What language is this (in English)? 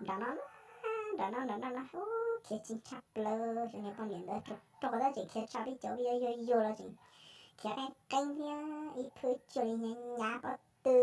Hmong